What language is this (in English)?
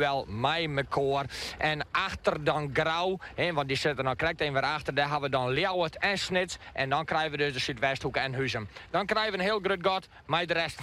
Western Frisian